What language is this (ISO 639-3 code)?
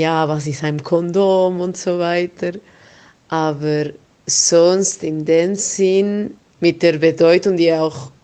gsw